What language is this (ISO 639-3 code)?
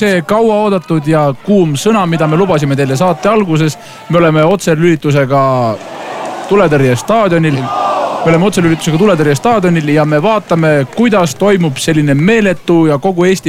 est